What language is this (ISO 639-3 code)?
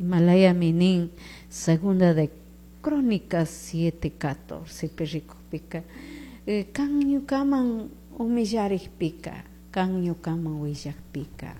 qug